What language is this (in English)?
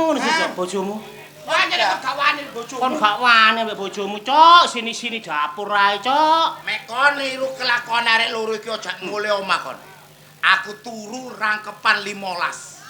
Javanese